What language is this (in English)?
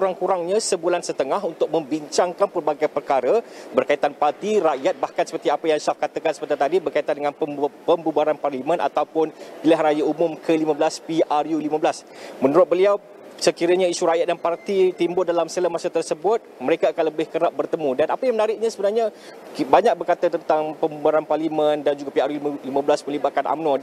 Malay